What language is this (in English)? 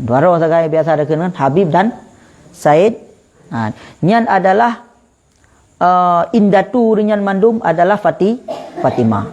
Achinese